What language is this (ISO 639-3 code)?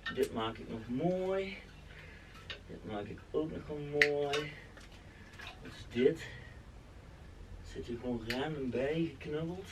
nld